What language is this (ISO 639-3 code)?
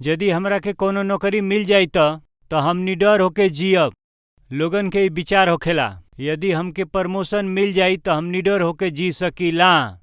bho